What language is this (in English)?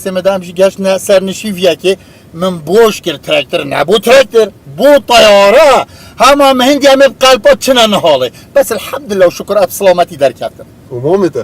Kurdish